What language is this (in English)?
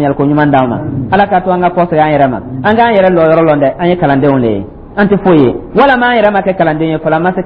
Dyula